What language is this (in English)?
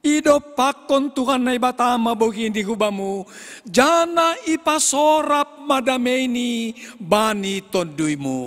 Batak Simalungun